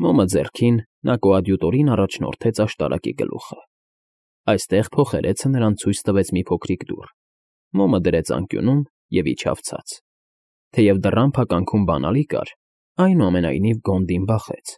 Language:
Armenian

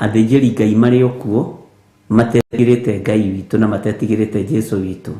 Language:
Kikuyu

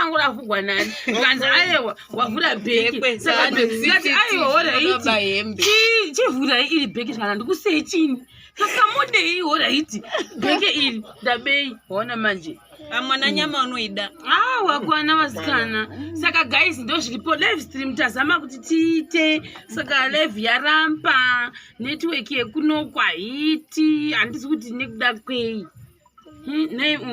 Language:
Shona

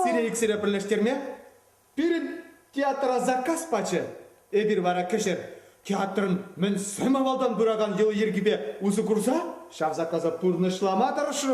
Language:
Chuvash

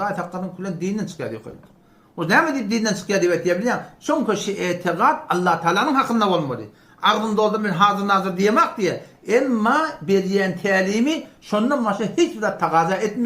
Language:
Turkmen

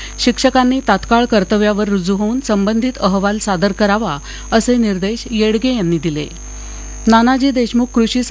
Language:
Marathi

